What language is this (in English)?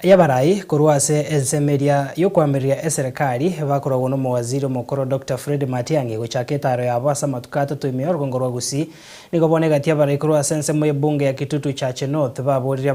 Gusii